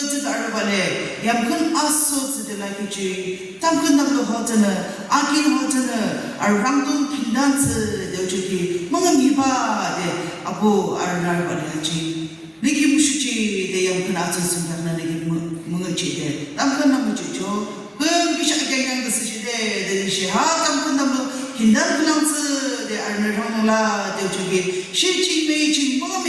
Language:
Yimchungru Naga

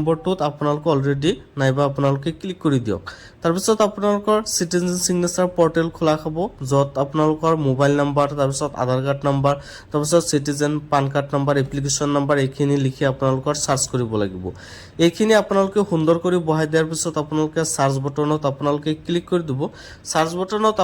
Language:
Assamese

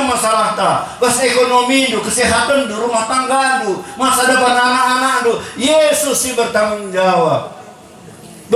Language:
Batak Karo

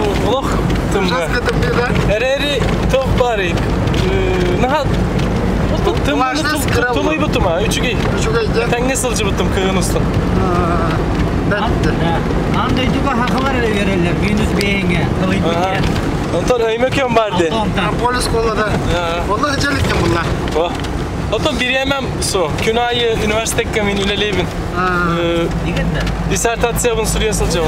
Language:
Yakut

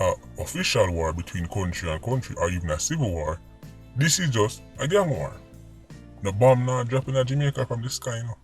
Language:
Jamaican Creole English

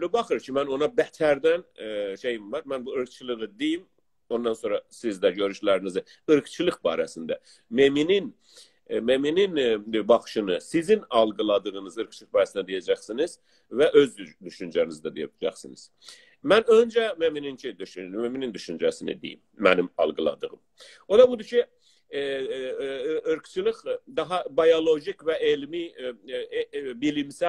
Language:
South Azerbaijani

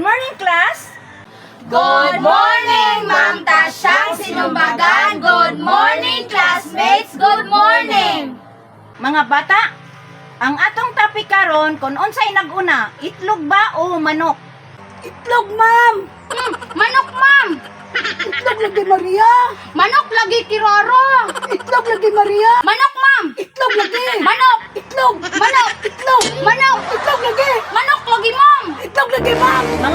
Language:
Cebuano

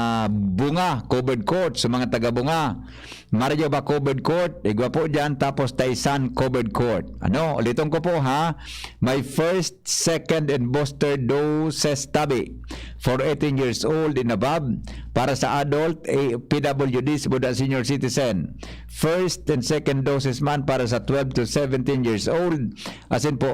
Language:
Bikol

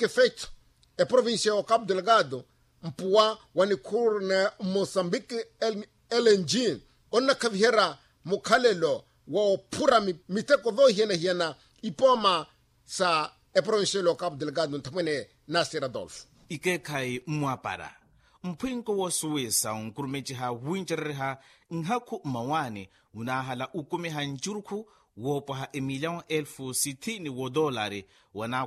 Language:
Makhuwa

